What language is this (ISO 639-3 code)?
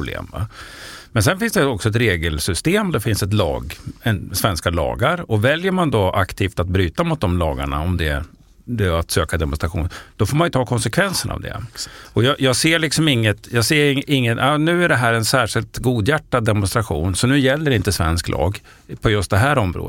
swe